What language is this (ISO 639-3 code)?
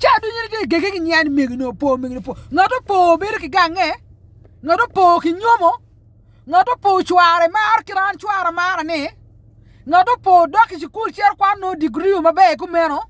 ach